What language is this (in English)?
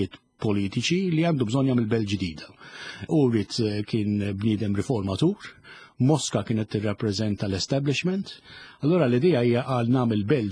Maltese